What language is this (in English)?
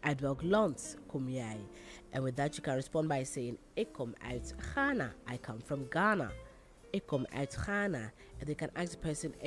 English